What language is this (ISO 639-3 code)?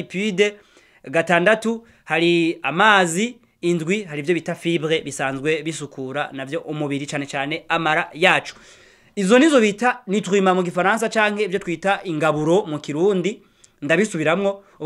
run